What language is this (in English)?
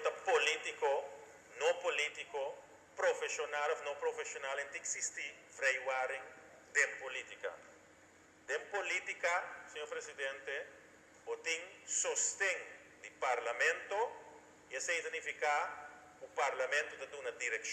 Papiamento